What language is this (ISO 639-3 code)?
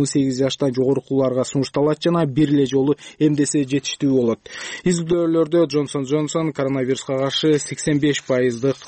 kir